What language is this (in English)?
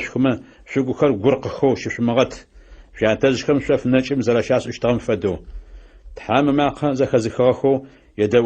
Adyghe